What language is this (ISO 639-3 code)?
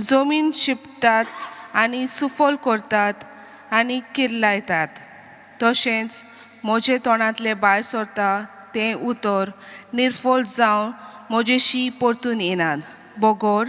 kok